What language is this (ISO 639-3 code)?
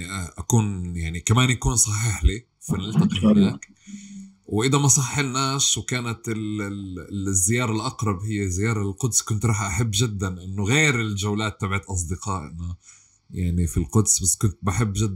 apc